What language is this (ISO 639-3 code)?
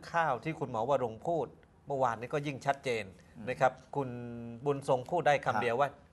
tha